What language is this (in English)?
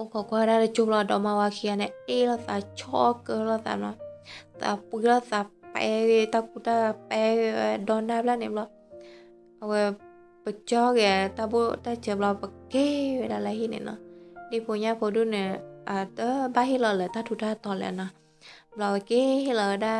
S'gaw Karen